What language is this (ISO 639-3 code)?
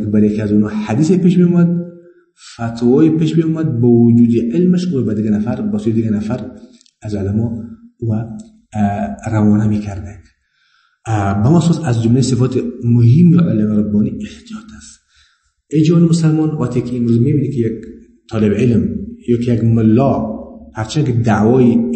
fas